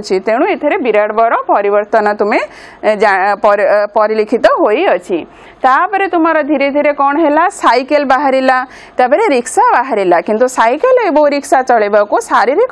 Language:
Odia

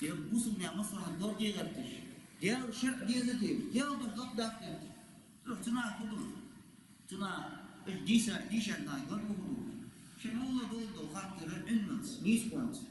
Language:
Ingush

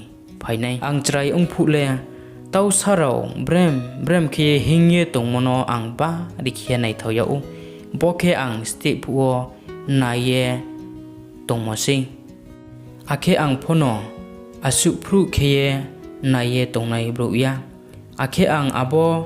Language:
Riang (India)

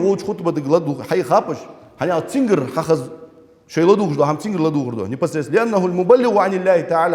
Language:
Ingush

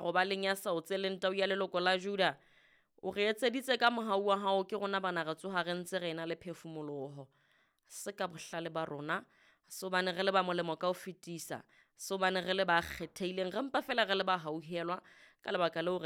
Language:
Southern Sotho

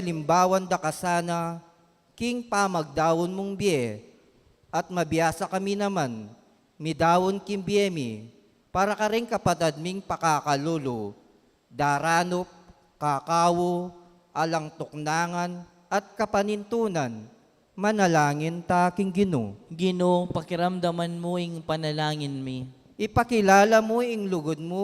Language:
Pampanga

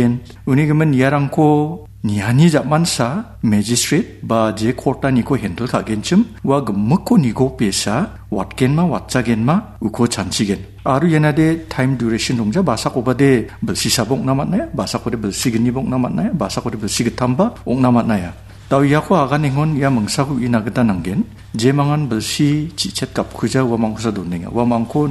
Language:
Garo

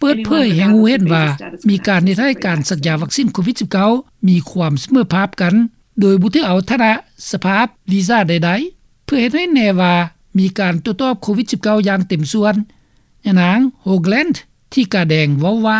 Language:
Lao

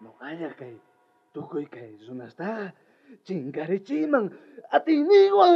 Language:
South Bolivian Quechua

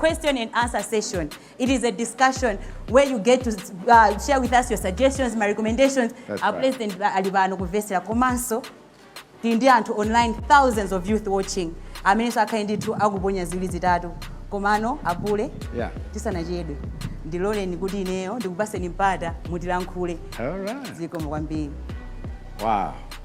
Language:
Nyanja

